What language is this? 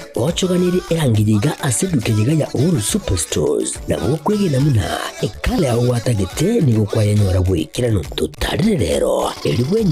Gusii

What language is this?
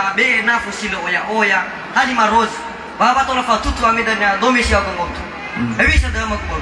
Nias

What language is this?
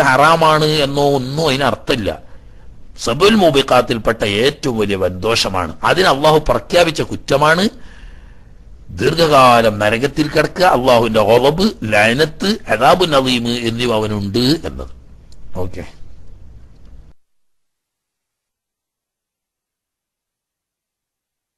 Malayalam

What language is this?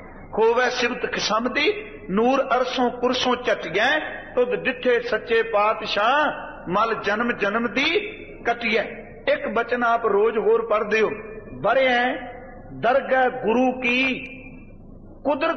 Punjabi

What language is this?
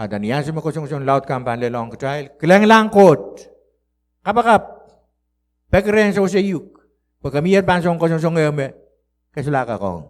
Pohnpeian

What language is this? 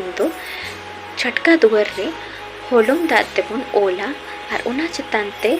Santali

